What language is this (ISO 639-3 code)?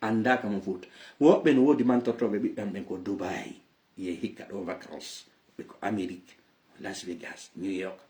ful